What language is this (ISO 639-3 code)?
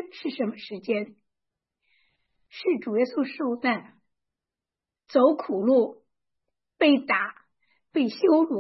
zho